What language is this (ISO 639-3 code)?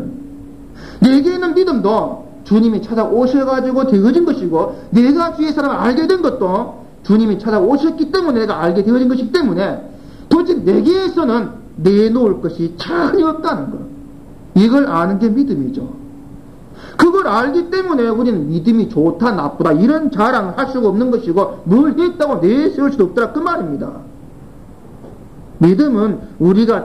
kor